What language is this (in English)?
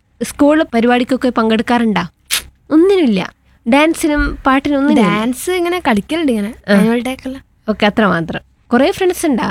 Malayalam